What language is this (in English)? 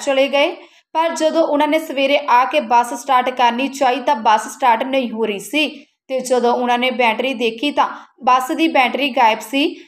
Punjabi